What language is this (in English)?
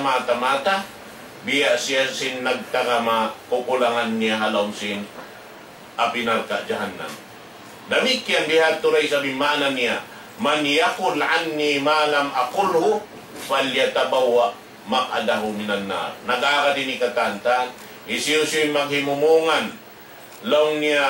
Tausug